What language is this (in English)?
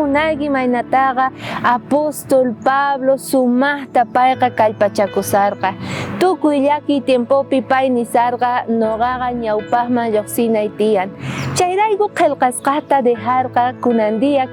South Bolivian Quechua